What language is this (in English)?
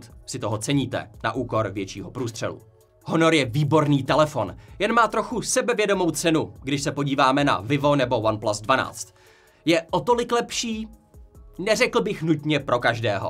Czech